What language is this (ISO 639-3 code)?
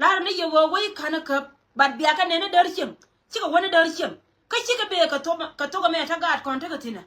nus